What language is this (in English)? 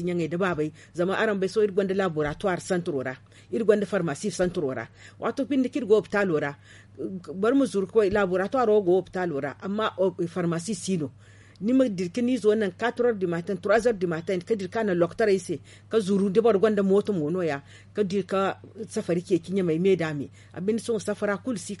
Zarma